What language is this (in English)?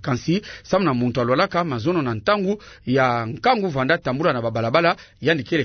Kituba (Democratic Republic of Congo)